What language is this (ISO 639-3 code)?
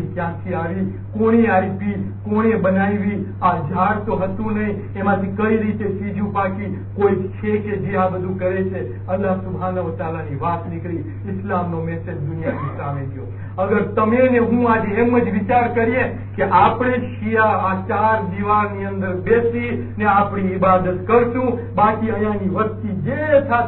guj